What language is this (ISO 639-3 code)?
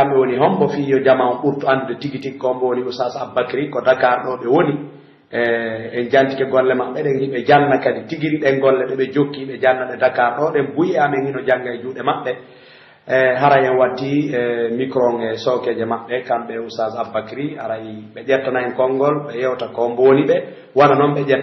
fuf